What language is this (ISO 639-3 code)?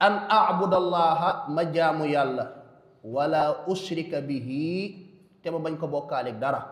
wol